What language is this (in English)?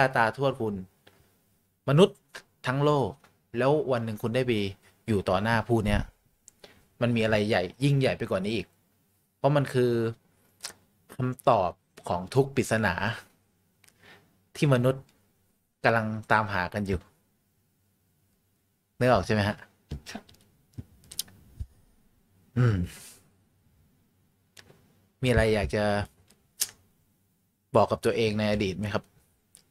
Thai